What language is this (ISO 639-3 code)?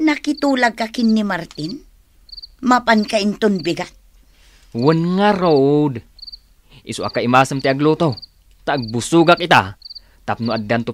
ilo